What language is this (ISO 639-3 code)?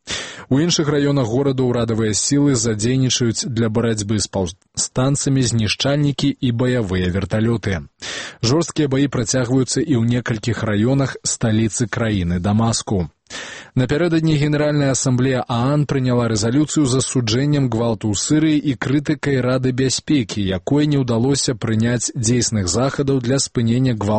bel